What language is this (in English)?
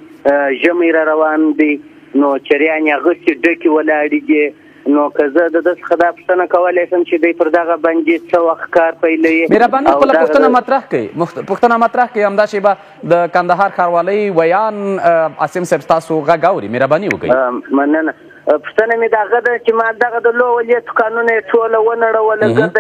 Pashto